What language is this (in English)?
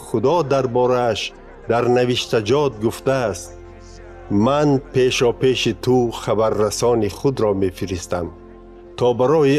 Tajik